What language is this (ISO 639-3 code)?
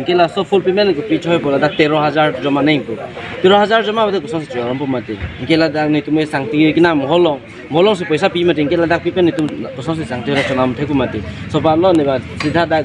mjw